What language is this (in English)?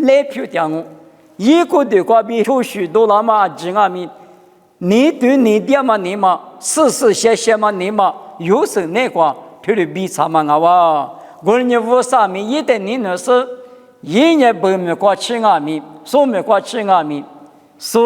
Lisu